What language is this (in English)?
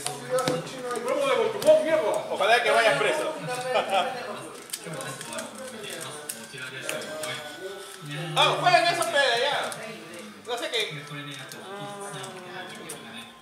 Spanish